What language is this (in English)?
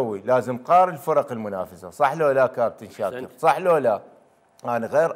Mesopotamian Arabic